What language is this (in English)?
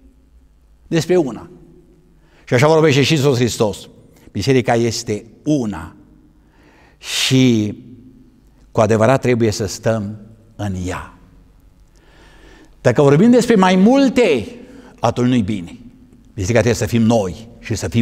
Romanian